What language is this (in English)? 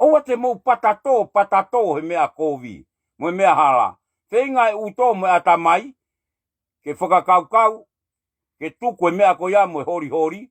Tongan